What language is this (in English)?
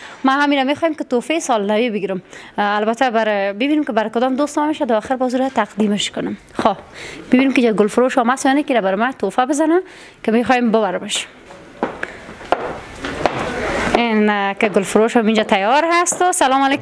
Persian